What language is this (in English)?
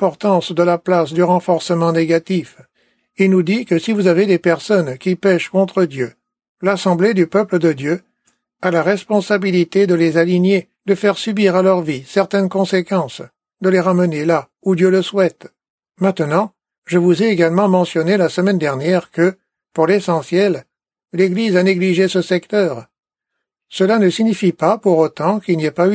French